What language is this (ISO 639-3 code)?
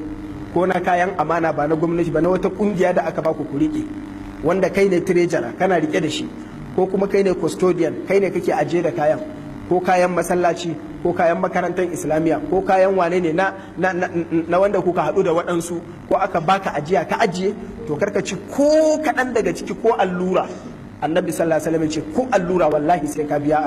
hau